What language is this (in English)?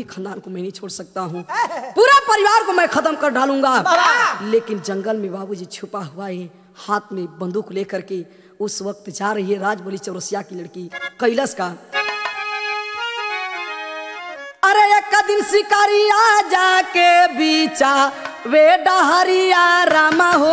Bhojpuri